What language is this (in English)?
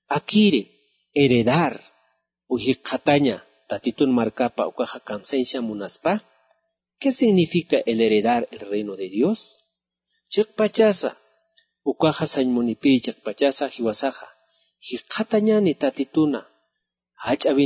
Aymara